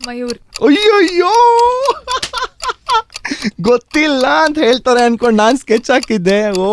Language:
Kannada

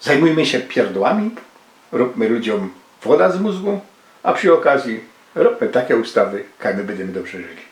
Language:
Silesian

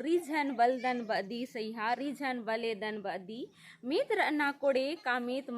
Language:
Kurukh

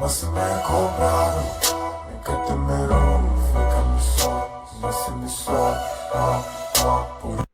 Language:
Kabuverdianu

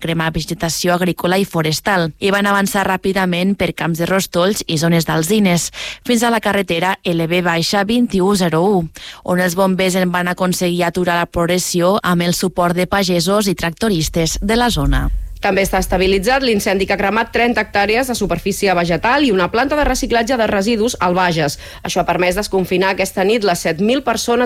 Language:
Catalan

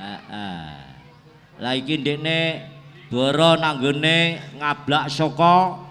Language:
Javanese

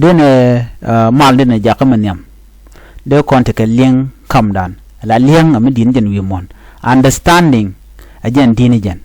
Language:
Nuer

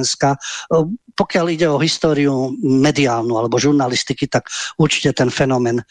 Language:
Slovak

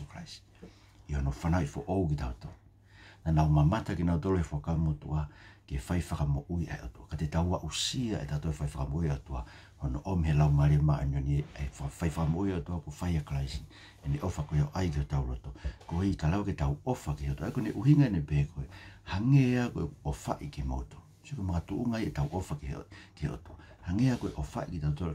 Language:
Tongan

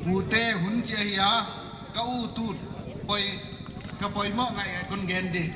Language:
Paite Chin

